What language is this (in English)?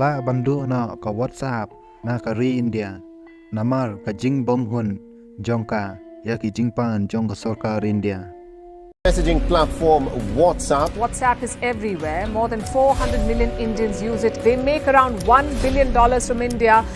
Khasi